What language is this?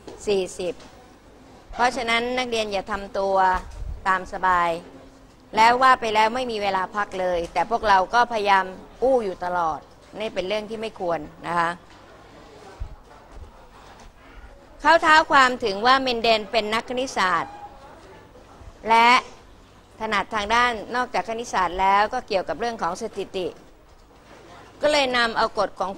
Thai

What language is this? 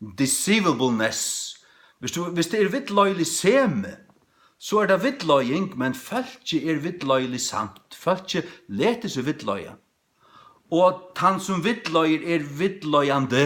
Faroese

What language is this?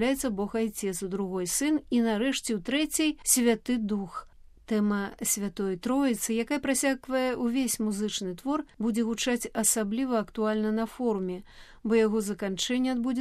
Belarusian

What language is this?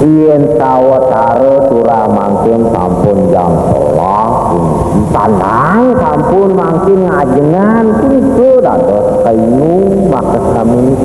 Balinese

